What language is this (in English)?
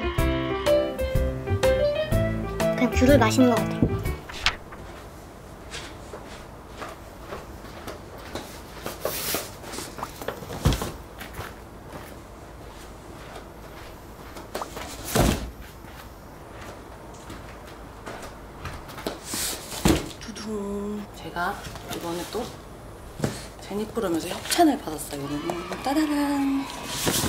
Korean